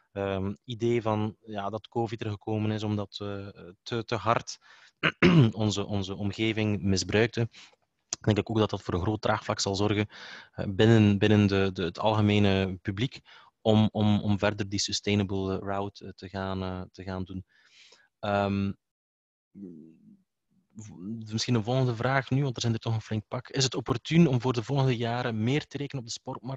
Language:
Dutch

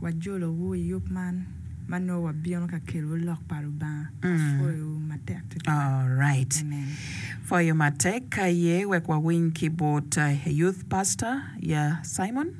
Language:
Acoli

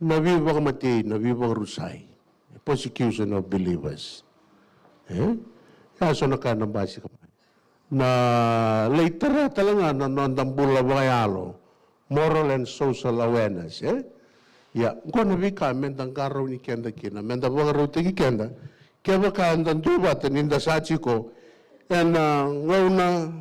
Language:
Fijian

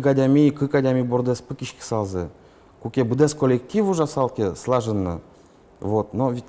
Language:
Udmurt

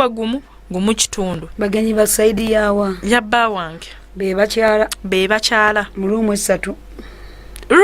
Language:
Ganda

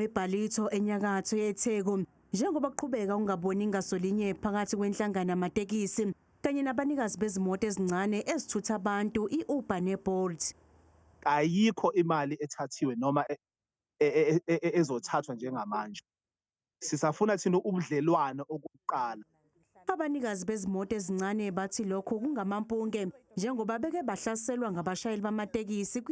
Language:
Zulu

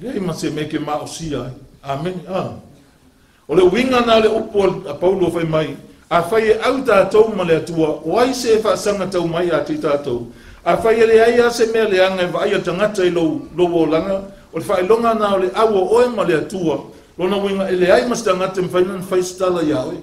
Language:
Samoan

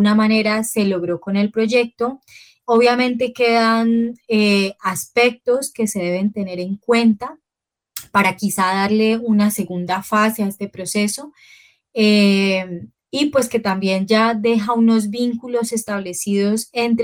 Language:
Spanish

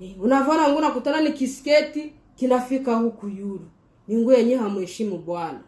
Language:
Swahili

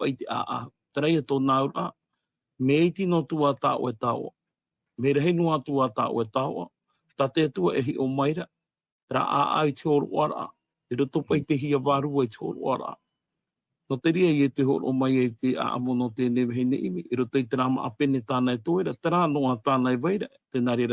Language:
Tahitian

